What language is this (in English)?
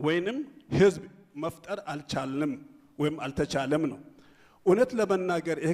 Amharic